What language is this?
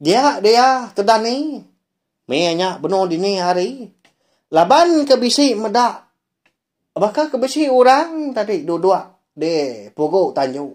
Iban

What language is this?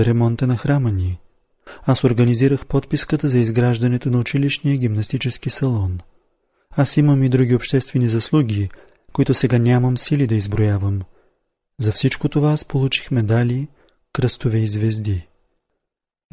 Bulgarian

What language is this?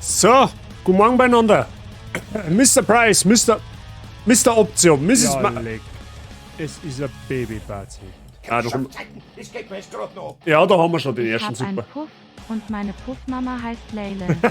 Bavarian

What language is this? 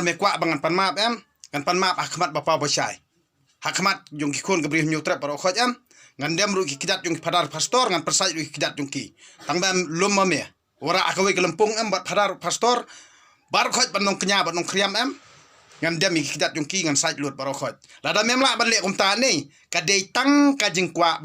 Khasi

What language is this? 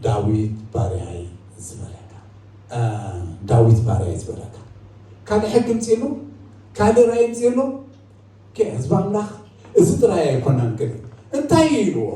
Tigrinya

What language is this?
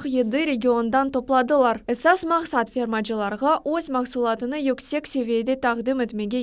Crimean Tatar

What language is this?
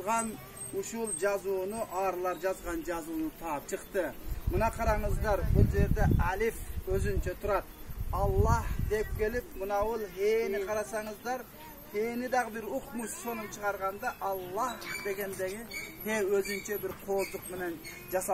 Kyrgyz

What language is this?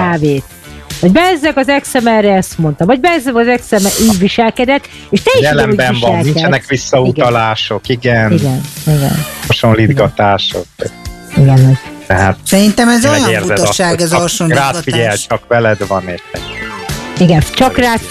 Hungarian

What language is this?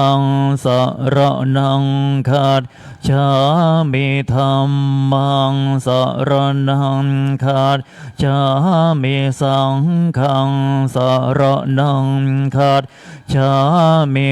Pali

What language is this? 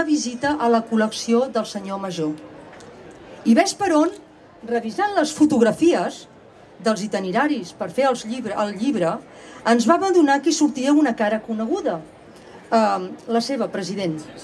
Catalan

